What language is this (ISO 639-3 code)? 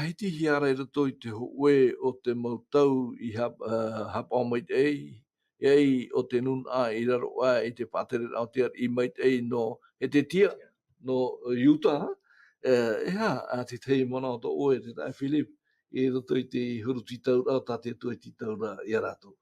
tah